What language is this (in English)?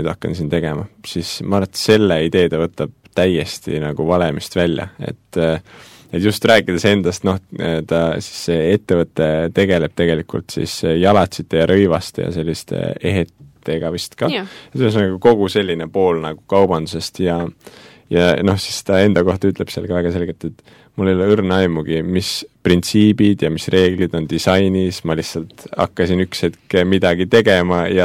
Estonian